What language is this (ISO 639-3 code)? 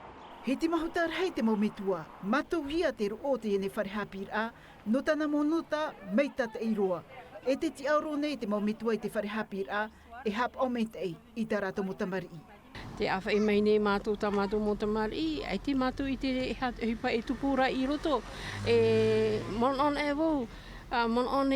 tah